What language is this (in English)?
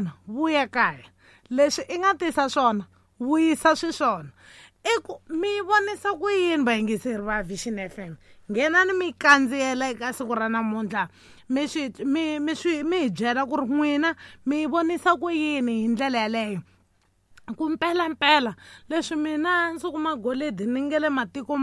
Tsonga